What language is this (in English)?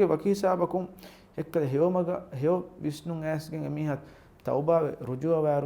Divehi